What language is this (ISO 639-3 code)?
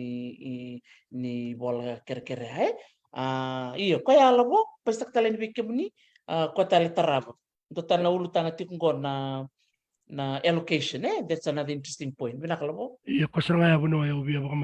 fij